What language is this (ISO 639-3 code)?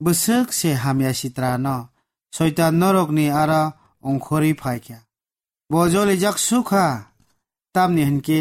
trp